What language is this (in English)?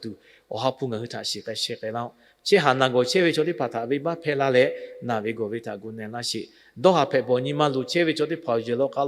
Lahu